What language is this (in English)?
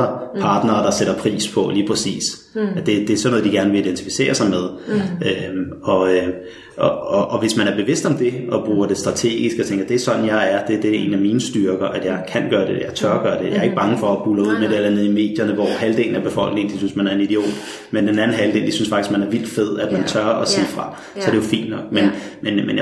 Danish